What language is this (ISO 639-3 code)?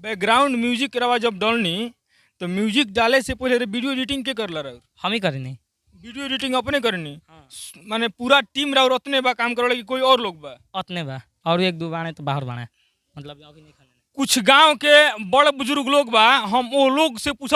bho